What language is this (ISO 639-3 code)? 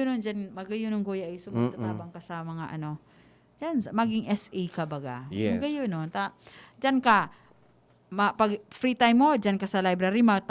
bik